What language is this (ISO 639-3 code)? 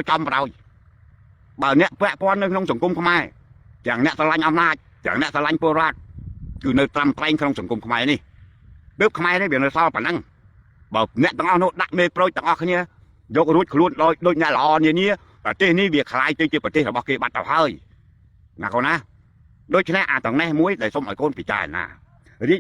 khm